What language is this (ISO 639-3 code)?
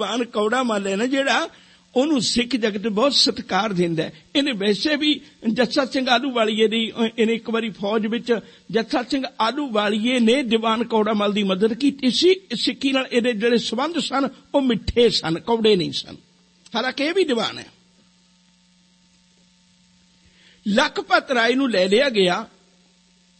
pan